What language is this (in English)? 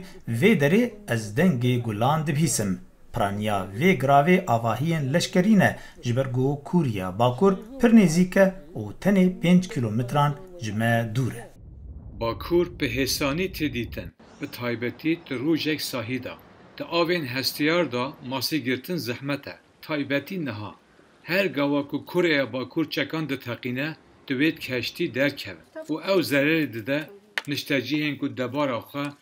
Kurdish